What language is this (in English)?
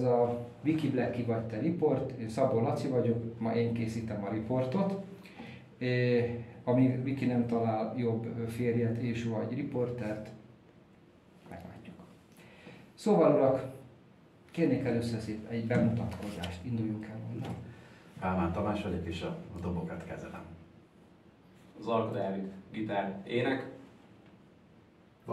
Hungarian